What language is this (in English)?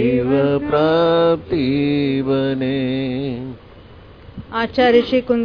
Hindi